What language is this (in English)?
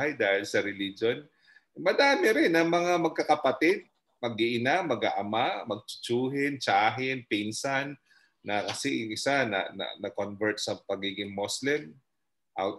Filipino